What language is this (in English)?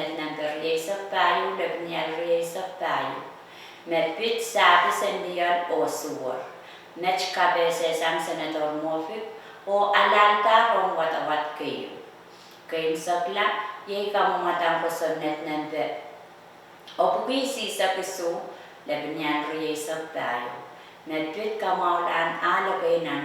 Pohnpeian